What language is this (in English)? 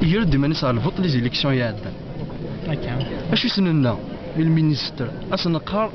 Kabyle